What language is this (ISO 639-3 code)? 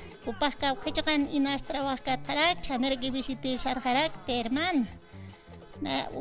aym